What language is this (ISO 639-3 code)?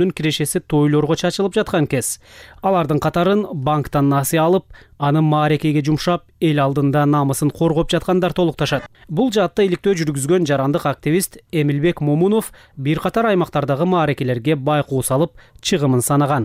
kir